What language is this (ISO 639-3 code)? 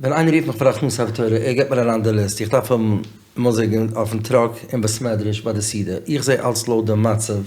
yid